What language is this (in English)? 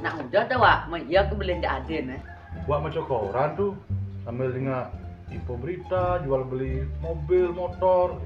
Balinese